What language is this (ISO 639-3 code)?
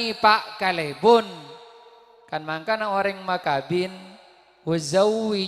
mad